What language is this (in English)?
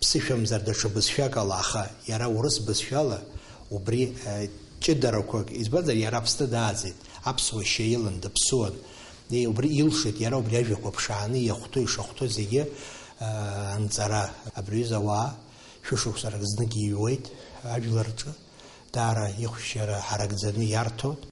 Abkhazian